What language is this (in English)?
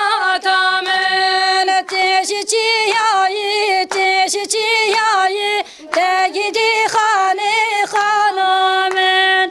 Kurdish